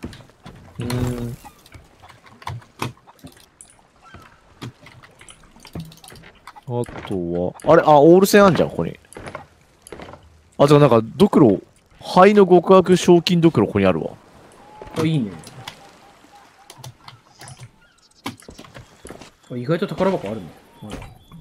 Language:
Japanese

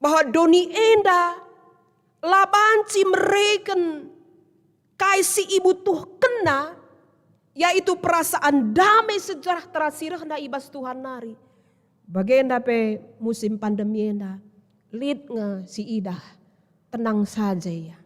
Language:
Batak Karo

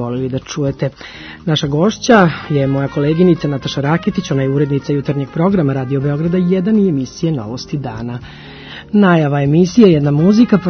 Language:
Serbian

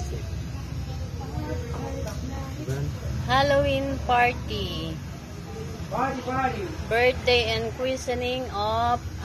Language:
Filipino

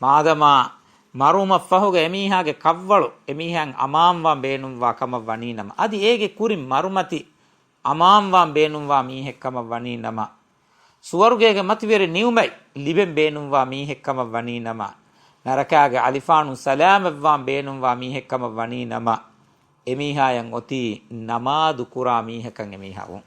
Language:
Divehi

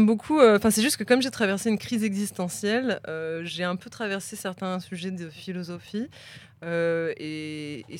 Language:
French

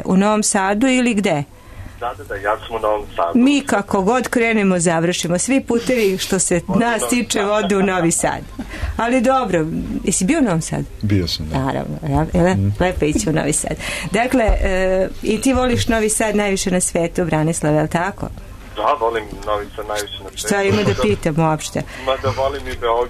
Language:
Serbian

